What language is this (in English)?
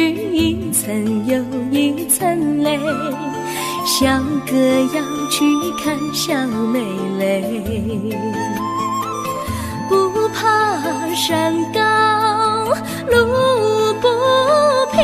Chinese